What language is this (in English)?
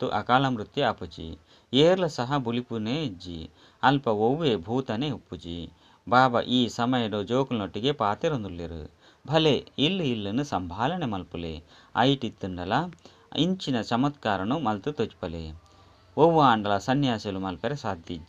Tulu